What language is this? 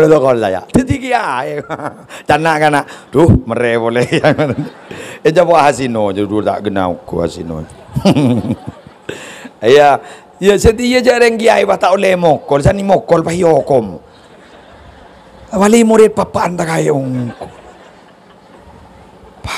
Madurese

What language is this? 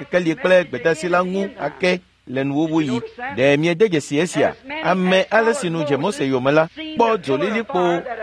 Ewe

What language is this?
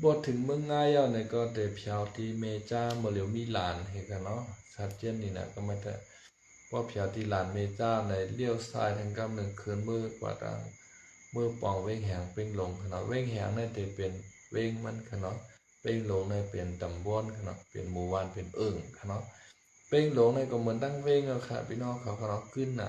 Shan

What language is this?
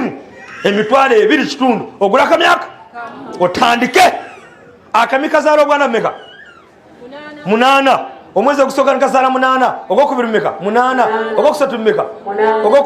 Ganda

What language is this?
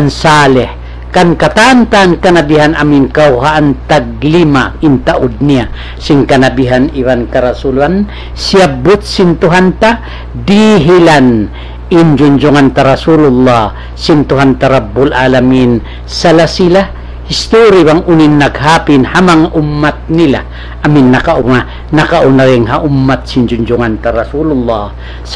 Tausug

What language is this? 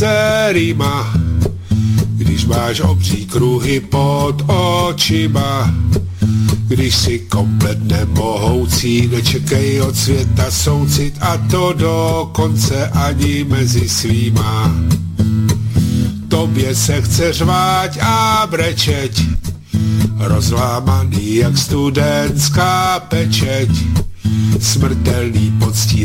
Czech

